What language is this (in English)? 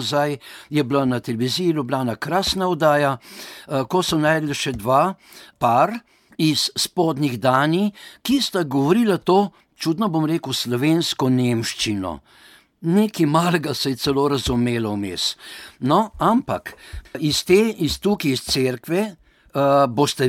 Slovenian